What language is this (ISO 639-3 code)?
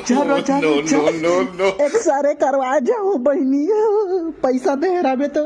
hne